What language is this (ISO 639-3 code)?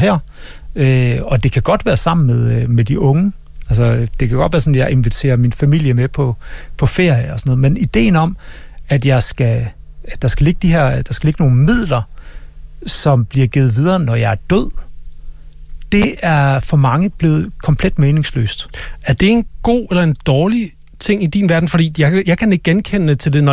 dan